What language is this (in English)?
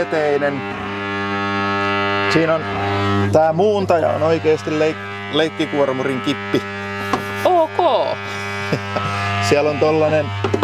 Finnish